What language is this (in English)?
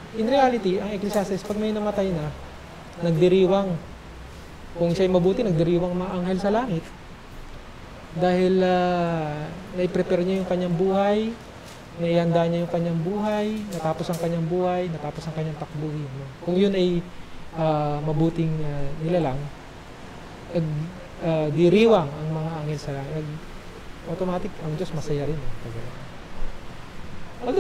Filipino